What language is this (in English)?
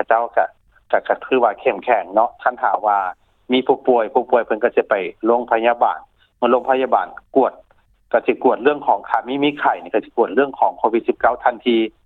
Lao